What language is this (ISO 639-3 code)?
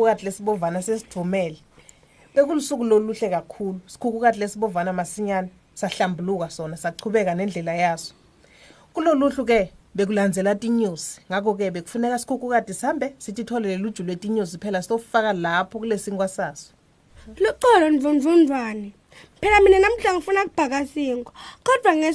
ssw